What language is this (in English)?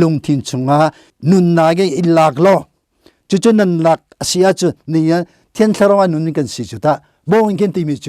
Hakha Chin